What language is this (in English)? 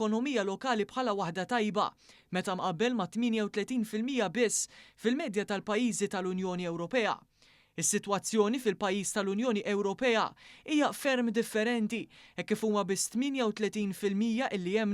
Maltese